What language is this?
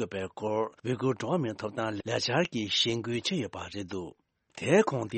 Tibetan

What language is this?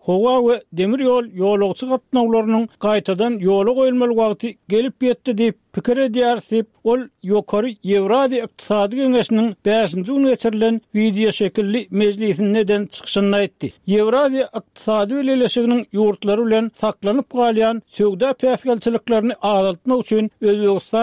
Turkmen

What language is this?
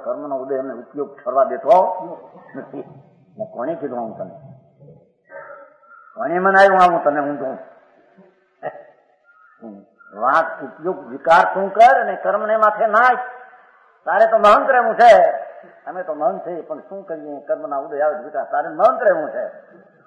Gujarati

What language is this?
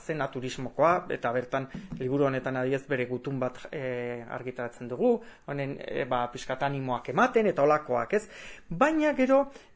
Basque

